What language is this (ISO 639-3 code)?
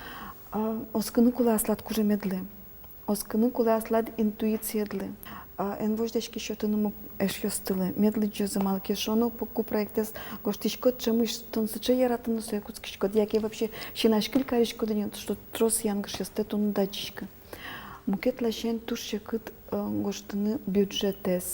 udm